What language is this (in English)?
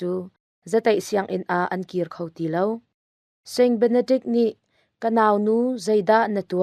Hakha Chin